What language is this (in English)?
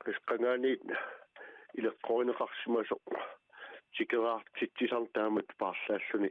Kalaallisut